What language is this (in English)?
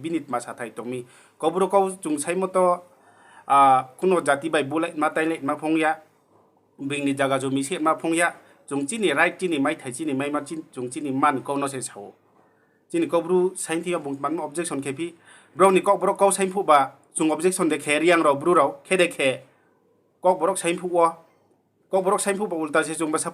Riang (India)